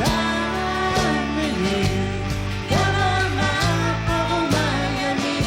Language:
Inuktitut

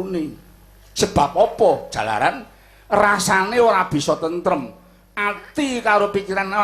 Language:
Javanese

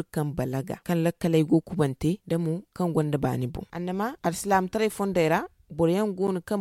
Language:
Zarma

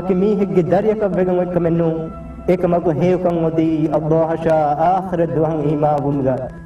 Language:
Divehi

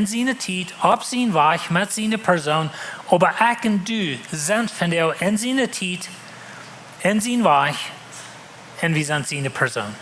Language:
Plautdietsch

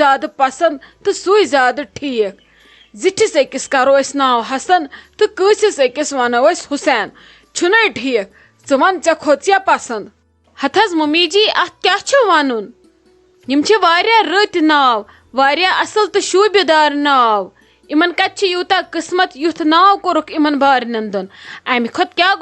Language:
Kashmiri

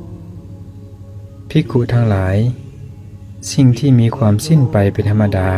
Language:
Lao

